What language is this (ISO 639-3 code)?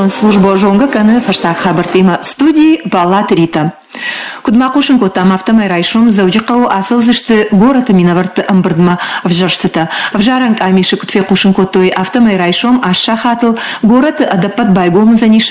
oss